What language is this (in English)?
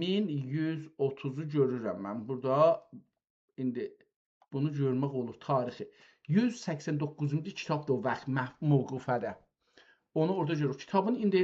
South Azerbaijani